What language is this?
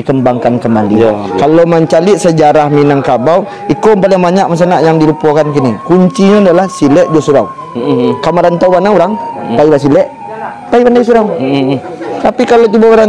Minangkabau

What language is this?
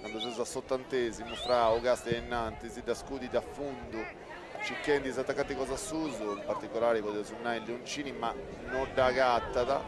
Sardinian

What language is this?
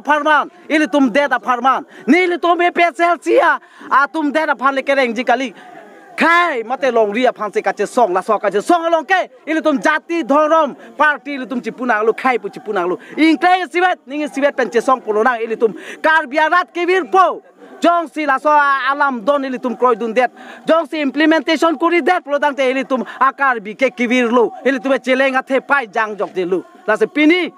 Karbi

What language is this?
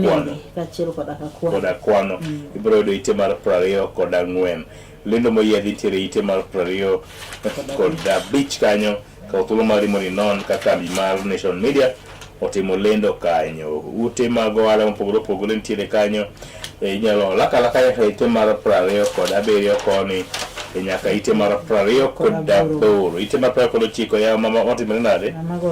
Luo (Kenya and Tanzania)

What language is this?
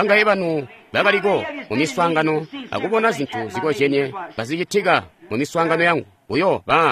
Tonga (Zambia)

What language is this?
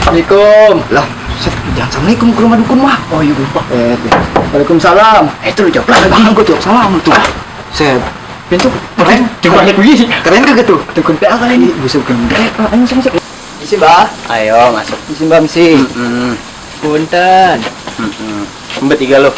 Betawi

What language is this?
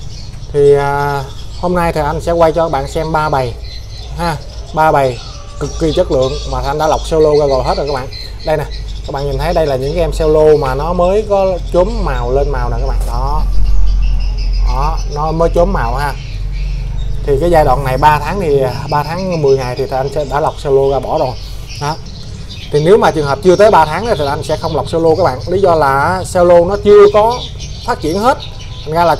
Vietnamese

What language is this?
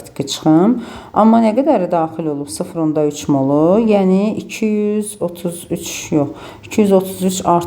Azerbaijani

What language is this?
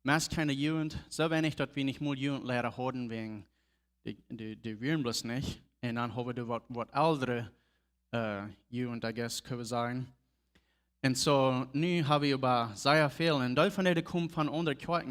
Plautdietsch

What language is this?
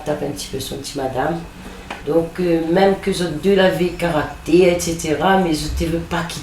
Réunion Creole French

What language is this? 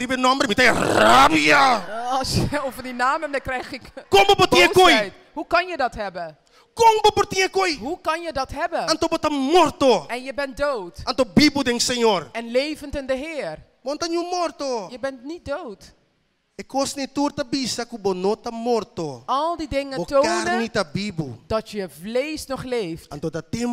Papiamento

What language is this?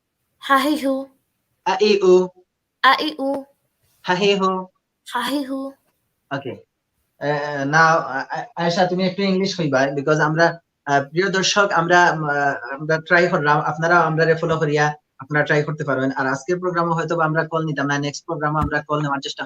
Sylheti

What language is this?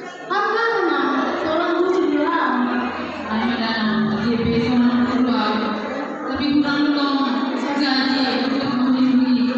Batak Simalungun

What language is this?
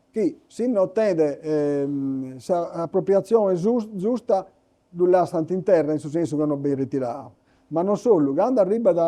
Sardinian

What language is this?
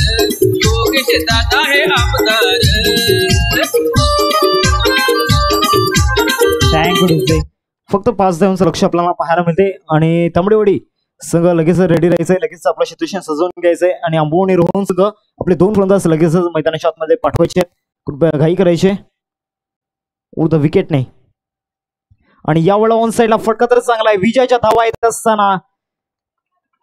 Marathi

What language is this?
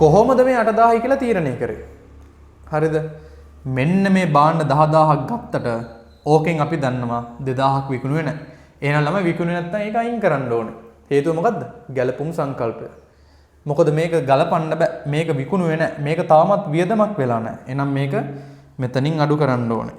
Sinhala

